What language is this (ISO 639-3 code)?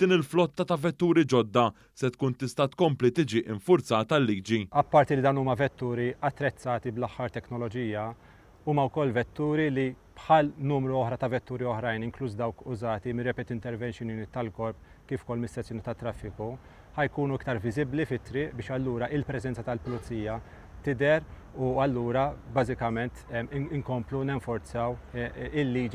mlt